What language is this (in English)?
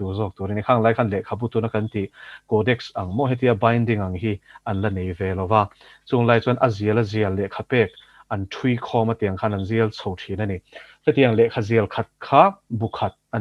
Mizo